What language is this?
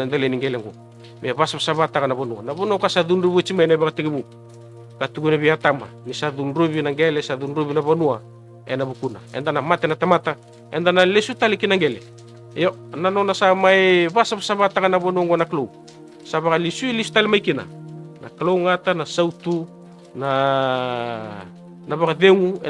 Fijian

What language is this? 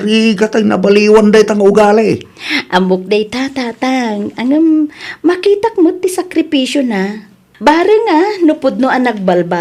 Iloko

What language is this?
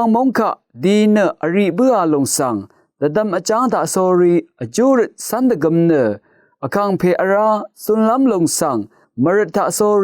Rawang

